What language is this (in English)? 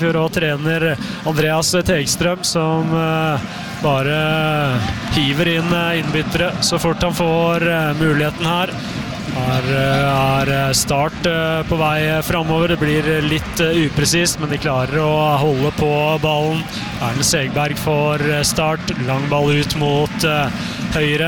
Norwegian